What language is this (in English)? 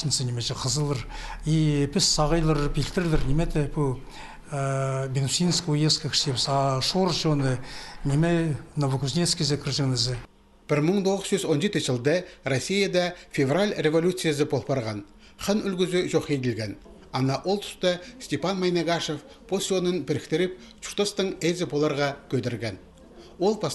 Khakas